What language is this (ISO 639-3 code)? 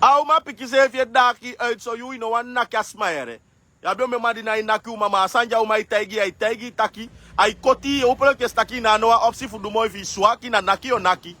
srn